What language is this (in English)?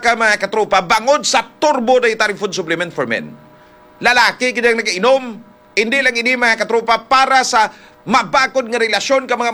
Hiligaynon